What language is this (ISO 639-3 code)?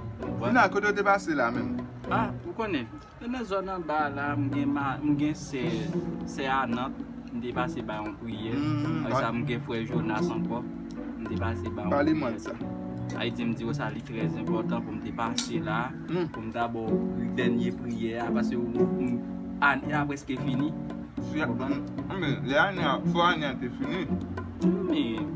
hat